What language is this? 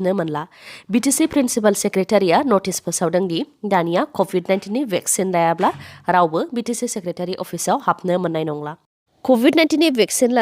Bodo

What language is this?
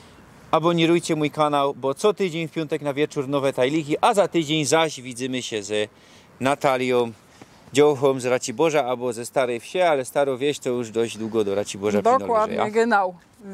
Silesian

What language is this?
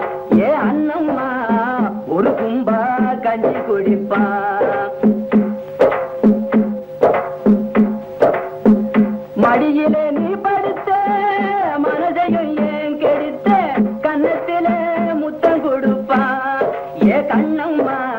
Tamil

